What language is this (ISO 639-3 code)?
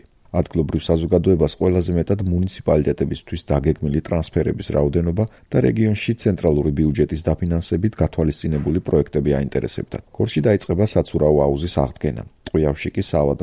kat